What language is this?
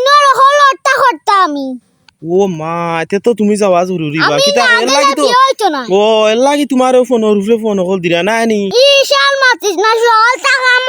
Sylheti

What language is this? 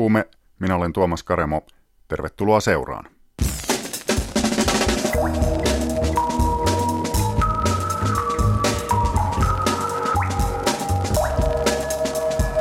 Finnish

